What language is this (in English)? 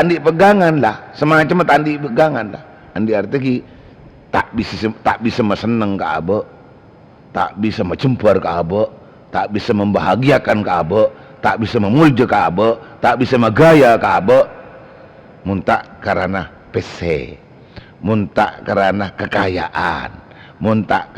Madurese